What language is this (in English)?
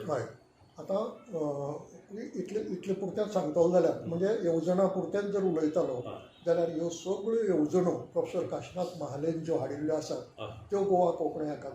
Konkani